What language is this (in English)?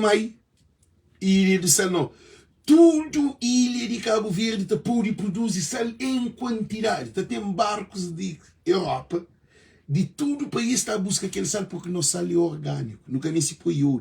Kabuverdianu